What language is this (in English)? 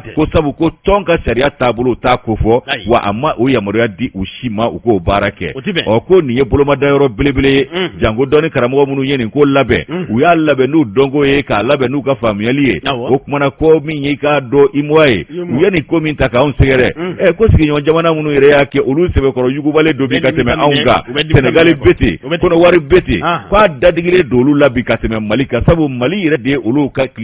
Bambara